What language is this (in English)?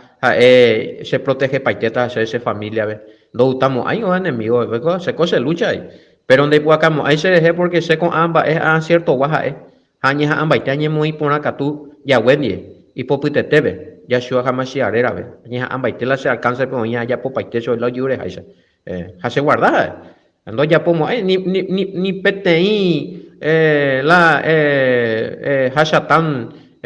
Guarani